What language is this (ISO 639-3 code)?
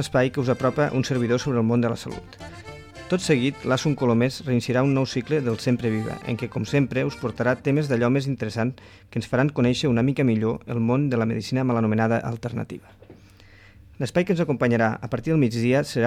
cat